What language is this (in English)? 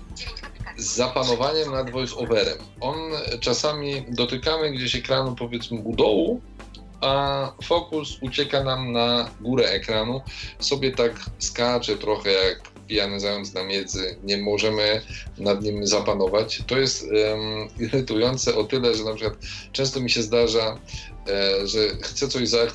Polish